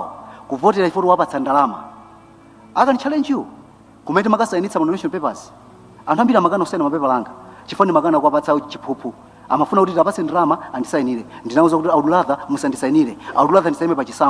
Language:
Nyanja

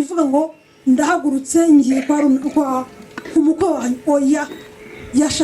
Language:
Kinyarwanda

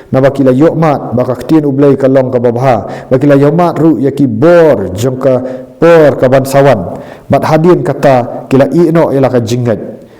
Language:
Khasi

